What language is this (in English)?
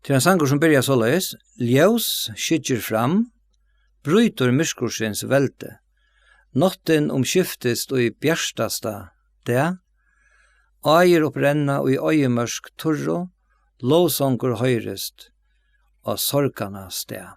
Faroese